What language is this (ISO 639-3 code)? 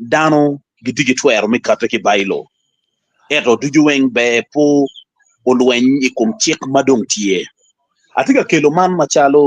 ach